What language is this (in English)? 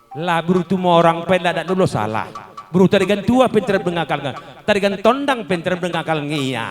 Batak Karo